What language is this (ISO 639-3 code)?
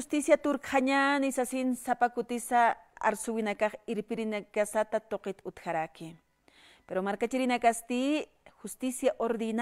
aym